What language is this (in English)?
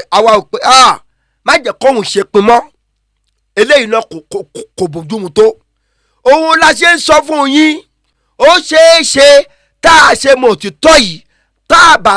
Yoruba